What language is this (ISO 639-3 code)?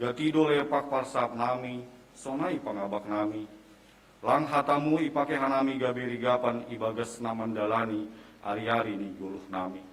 bts